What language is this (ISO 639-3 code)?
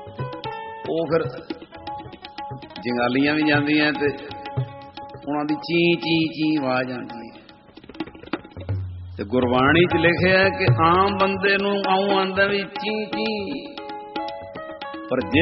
pan